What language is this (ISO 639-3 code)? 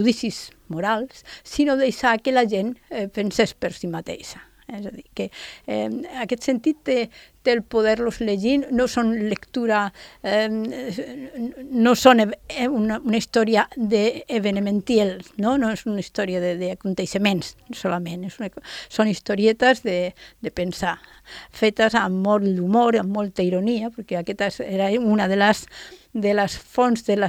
cat